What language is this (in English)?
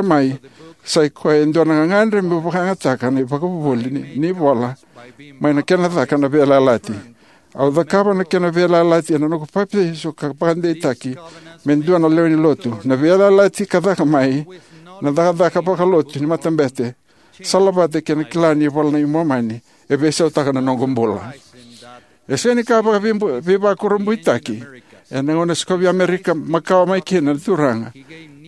Fijian